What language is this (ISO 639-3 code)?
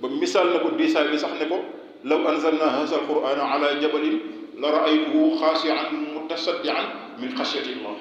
wol